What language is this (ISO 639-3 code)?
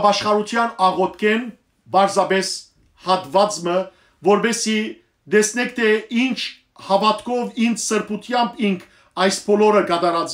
hyw